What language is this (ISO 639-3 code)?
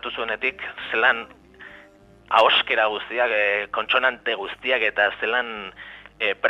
eus